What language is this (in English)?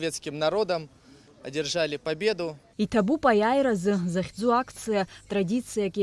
Abkhazian